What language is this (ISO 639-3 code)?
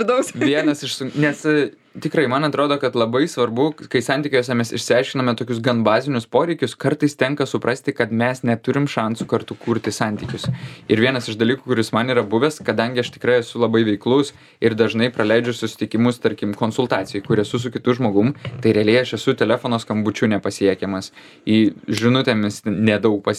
lit